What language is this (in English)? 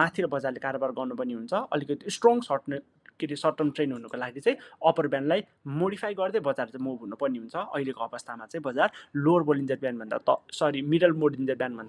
Nepali